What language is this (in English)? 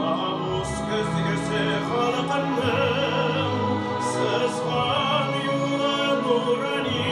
Tatar